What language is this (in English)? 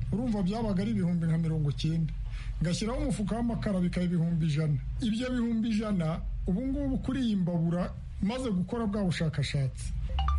Kinyarwanda